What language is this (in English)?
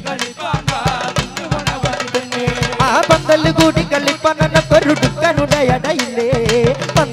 Malayalam